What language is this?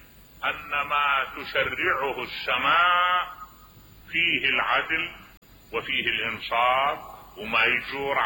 Mesopotamian Arabic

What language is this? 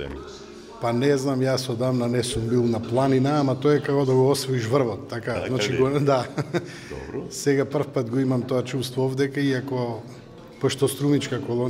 Macedonian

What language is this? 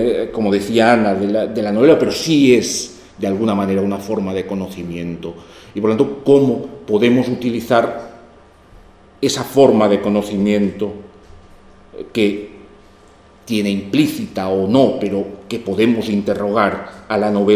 Spanish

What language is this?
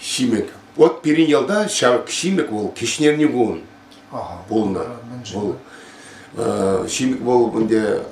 Chuvash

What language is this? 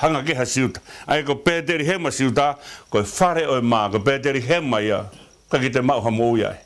Tongan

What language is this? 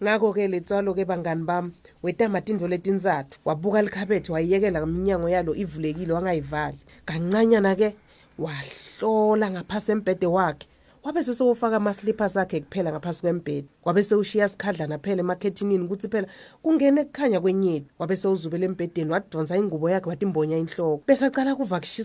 Swati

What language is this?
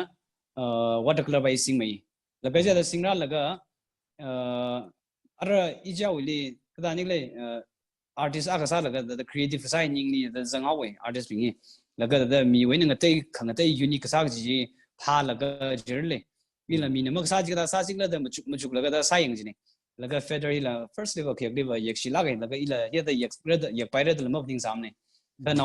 Tangkhul Naga (India)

